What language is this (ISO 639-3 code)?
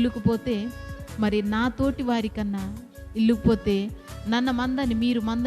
kff